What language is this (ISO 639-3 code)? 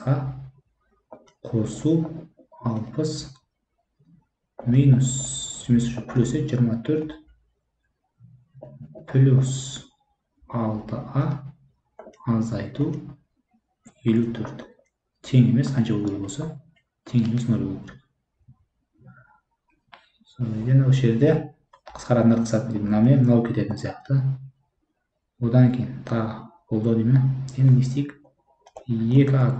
kaz